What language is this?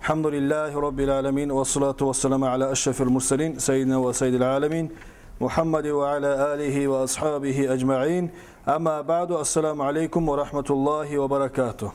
Kumyk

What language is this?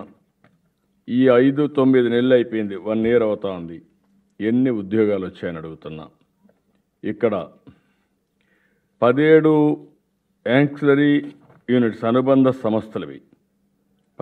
Telugu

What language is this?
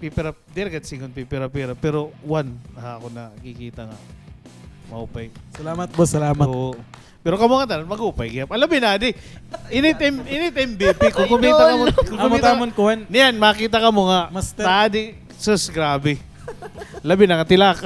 Waray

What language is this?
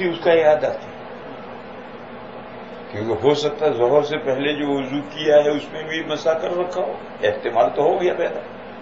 Urdu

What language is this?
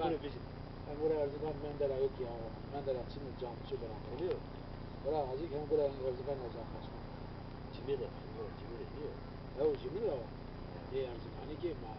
Zaza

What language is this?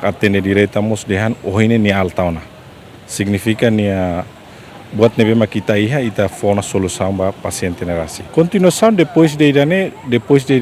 Tetum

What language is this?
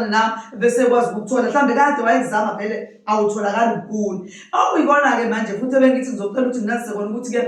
Zulu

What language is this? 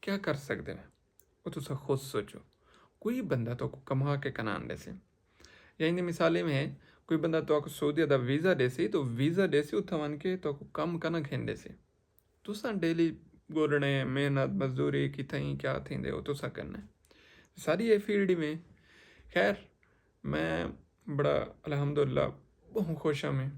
Saraiki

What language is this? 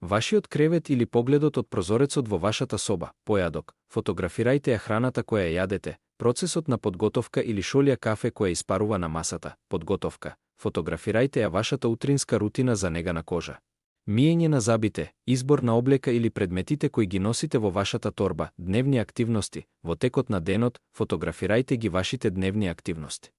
Macedonian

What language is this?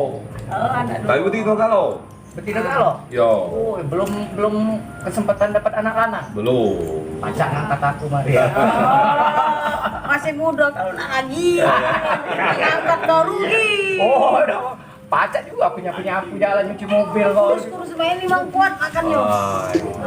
Musi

